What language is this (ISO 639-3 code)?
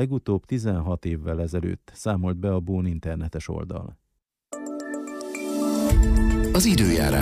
hun